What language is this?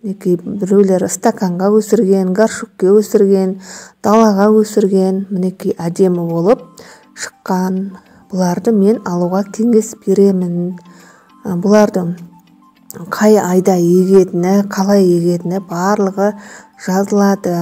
Kazakh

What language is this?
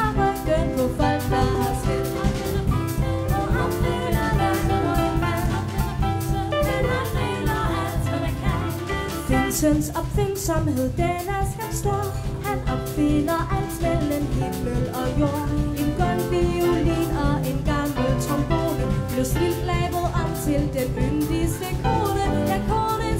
Danish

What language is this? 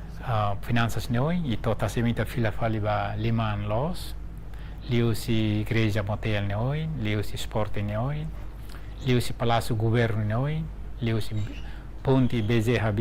Tetum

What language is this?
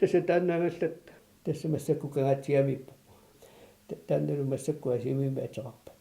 Kalaallisut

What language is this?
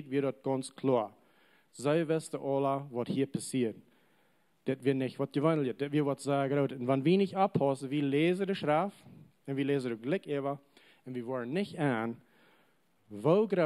Plautdietsch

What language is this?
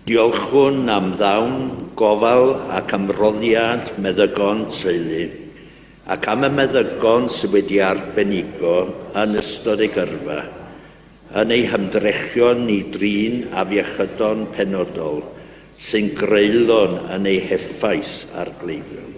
Welsh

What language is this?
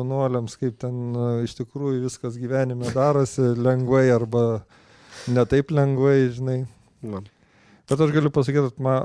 Lithuanian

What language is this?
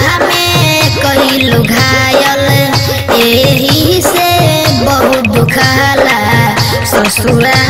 Bhojpuri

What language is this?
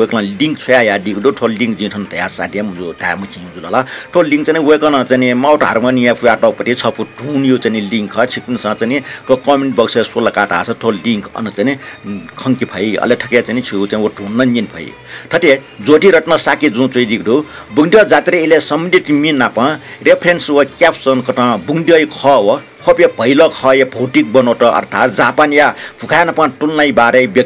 Newari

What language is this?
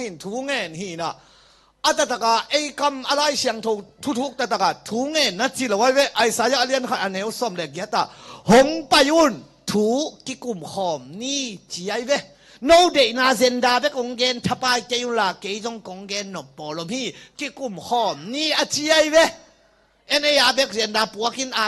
Tedim Chin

